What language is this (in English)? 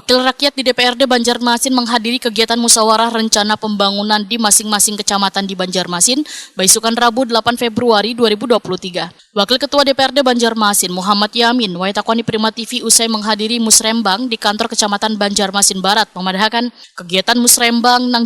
Banjar